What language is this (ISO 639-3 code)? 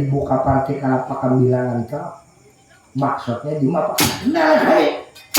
bjn